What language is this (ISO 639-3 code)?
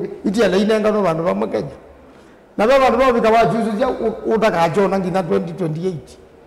kam